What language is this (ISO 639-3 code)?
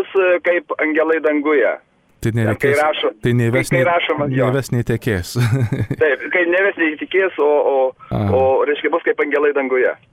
lit